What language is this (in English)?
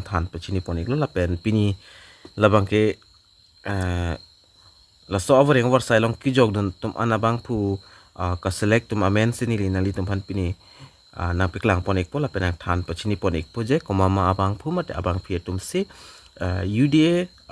Karbi